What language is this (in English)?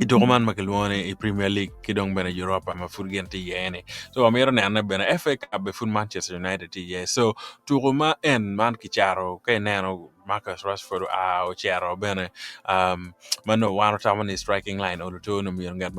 Acoli